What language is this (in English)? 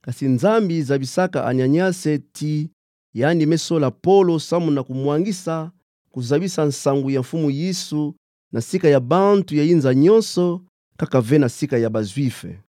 Kituba (Democratic Republic of Congo)